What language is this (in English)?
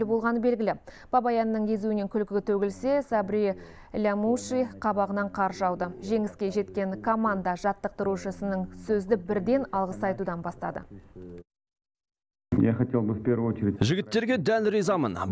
Kazakh